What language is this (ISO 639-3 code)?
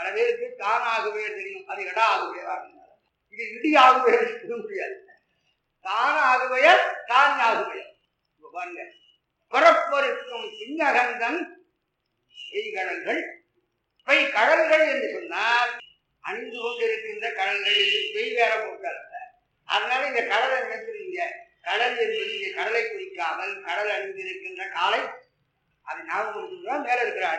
tam